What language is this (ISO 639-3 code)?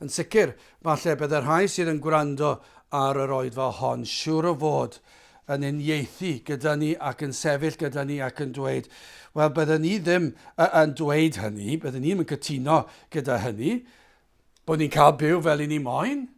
cym